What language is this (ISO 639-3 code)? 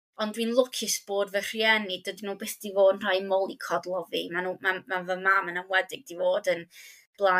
cym